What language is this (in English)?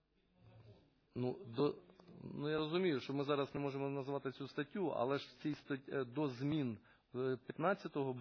Ukrainian